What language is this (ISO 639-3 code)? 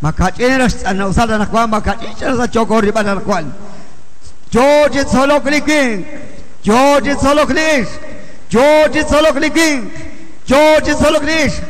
kek